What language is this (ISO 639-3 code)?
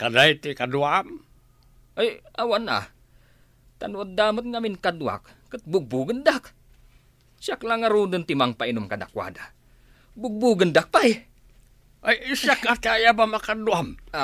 ilo